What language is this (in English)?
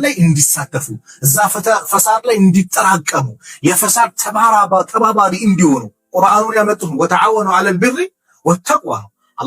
Amharic